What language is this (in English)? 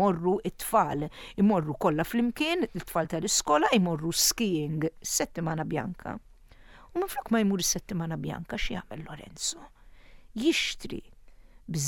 Maltese